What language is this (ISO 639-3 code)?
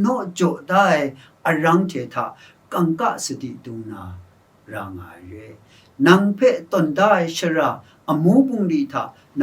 kac